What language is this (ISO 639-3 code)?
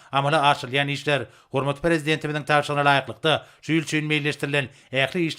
tuk